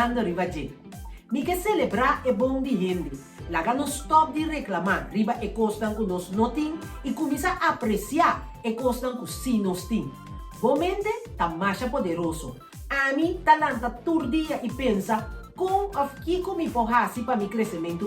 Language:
Papiamento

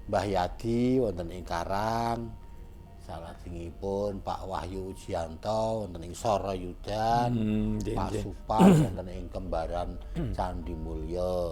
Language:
Javanese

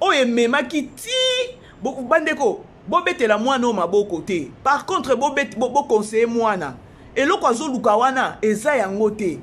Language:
Lingala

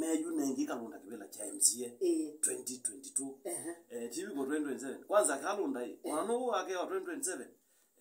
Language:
Kamba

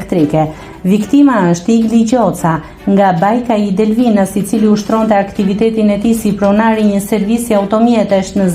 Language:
Albanian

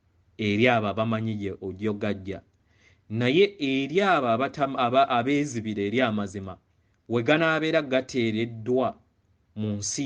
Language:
Ganda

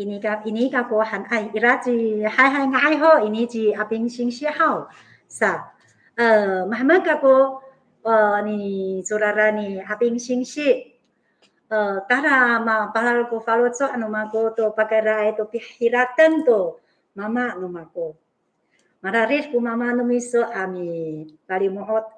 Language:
Amis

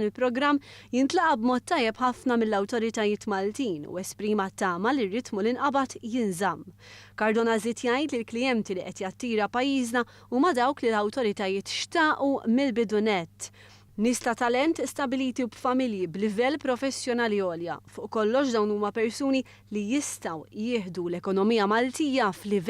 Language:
Maltese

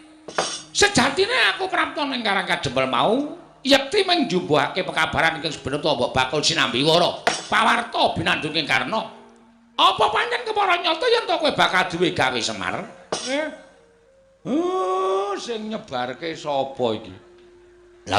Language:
Javanese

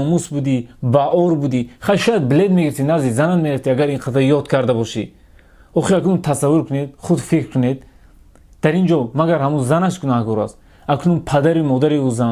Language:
Tajik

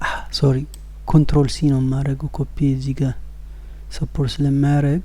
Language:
Amharic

